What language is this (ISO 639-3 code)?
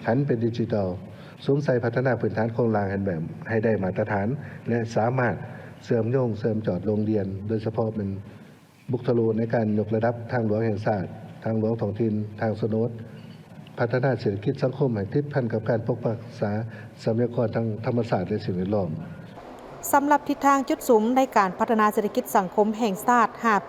lao